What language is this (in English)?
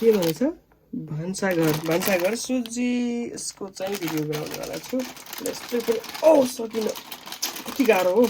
Nepali